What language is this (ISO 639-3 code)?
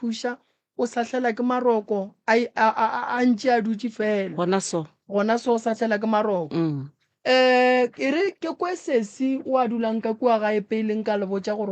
nso